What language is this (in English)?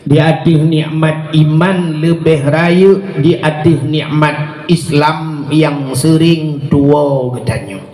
Achinese